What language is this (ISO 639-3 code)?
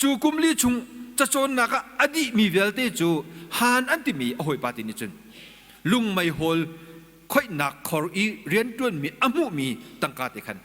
cnh